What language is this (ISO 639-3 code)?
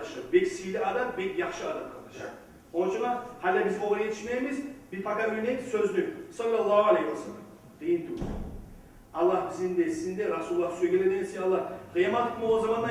kum